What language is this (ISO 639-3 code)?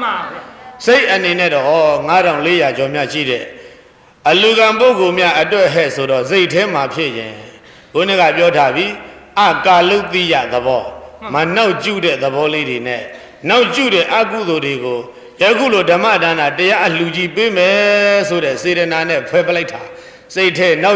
mya